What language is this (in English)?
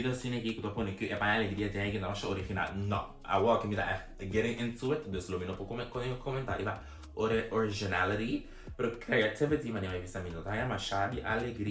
Papiamento